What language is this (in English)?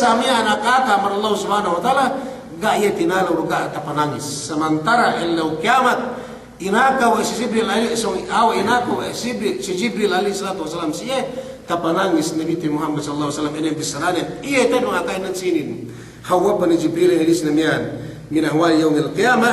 Yakan